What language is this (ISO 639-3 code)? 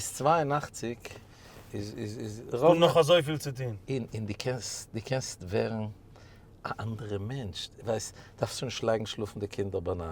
yid